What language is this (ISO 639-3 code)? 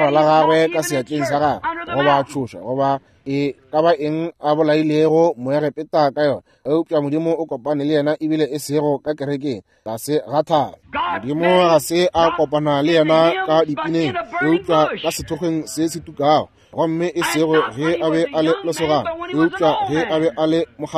nso